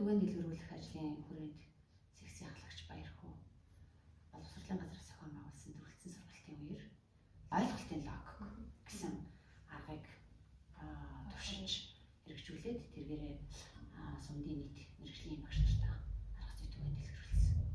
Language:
Mongolian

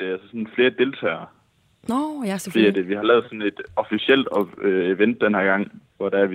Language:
Danish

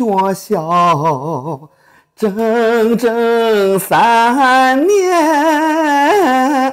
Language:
Chinese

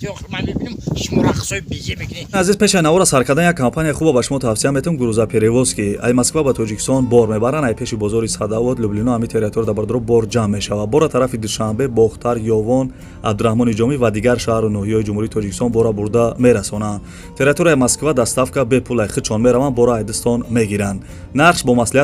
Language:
Tajik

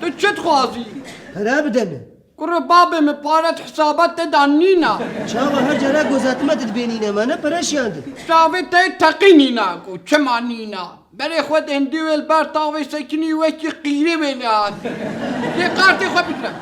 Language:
Kurdish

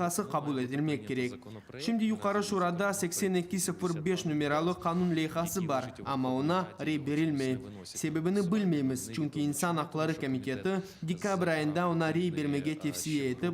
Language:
Crimean Tatar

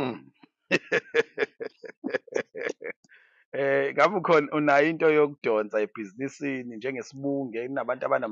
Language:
Zulu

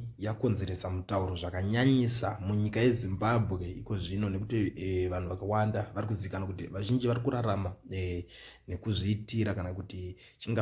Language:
Shona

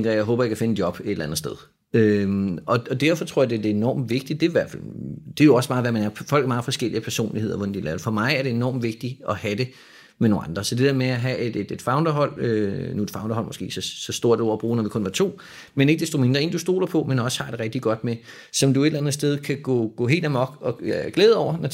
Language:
Danish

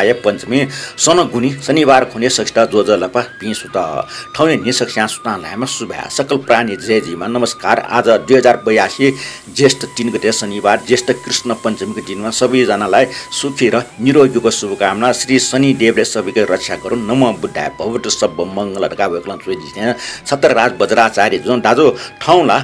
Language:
Newari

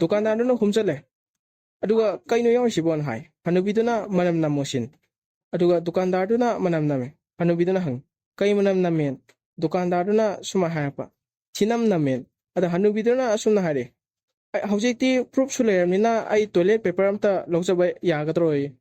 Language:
Manipuri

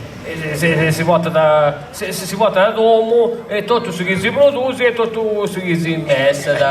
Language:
Sardinian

